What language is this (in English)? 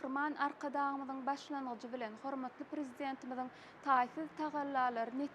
Turkmen